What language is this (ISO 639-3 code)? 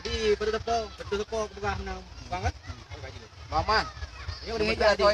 ace